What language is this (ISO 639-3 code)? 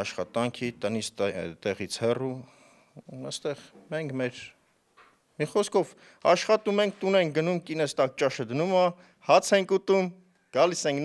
hye